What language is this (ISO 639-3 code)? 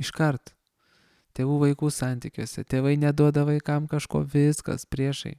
lit